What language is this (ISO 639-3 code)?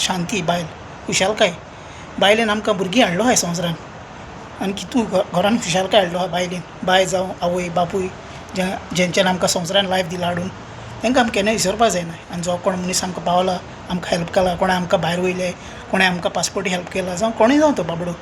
kok